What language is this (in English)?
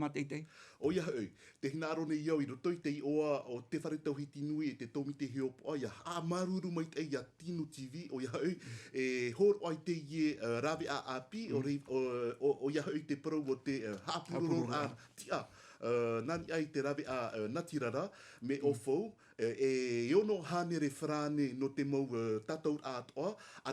Tahitian